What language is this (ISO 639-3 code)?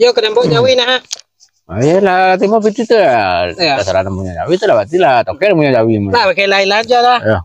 min